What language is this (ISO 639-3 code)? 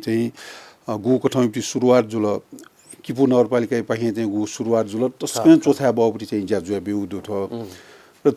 new